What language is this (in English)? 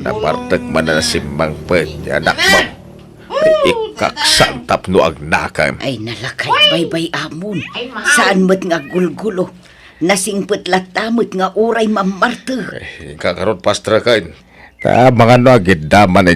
Iloko